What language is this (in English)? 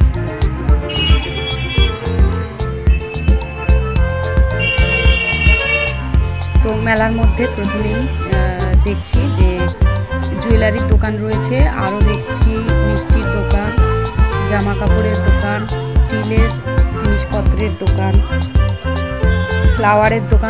Bangla